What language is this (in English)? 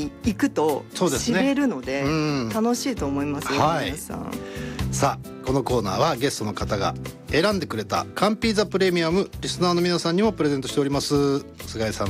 Japanese